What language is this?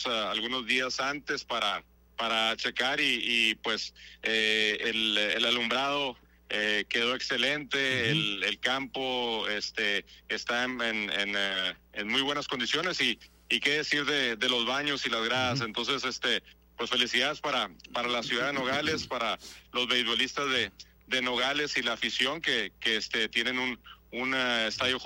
Spanish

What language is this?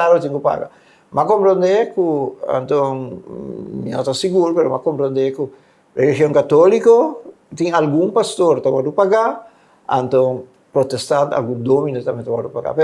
Papiamento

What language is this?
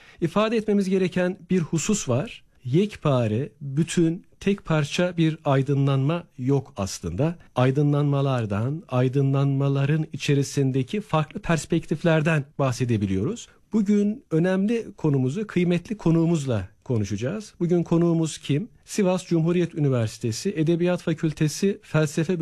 Turkish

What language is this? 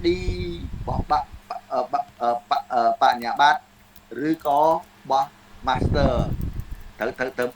Khmer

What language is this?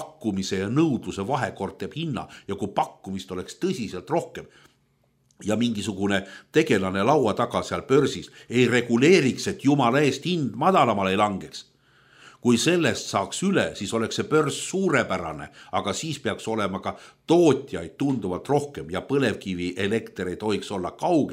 Estonian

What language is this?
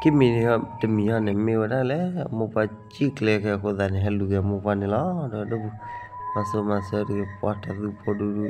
S'gaw Karen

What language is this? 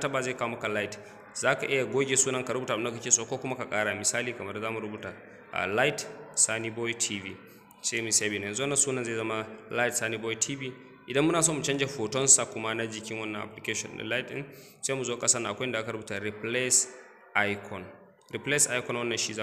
Hausa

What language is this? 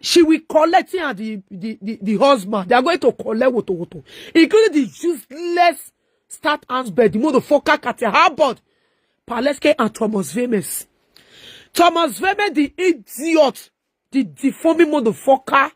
Nigerian Pidgin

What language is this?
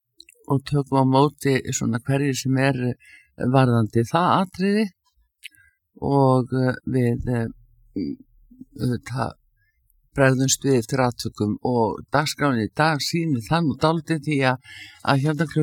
Icelandic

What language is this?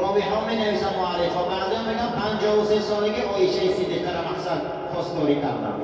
Tajik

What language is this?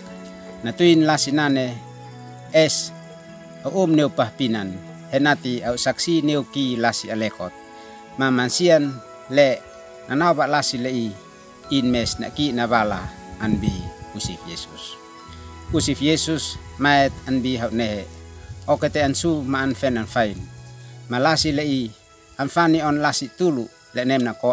Uab Meto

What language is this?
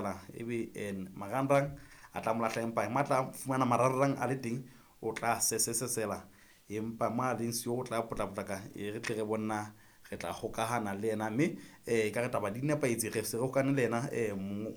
Southern Sotho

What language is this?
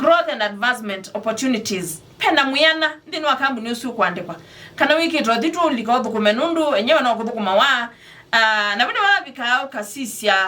Kamba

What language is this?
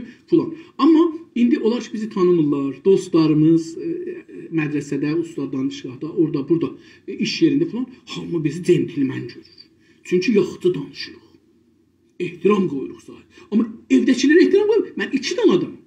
South Azerbaijani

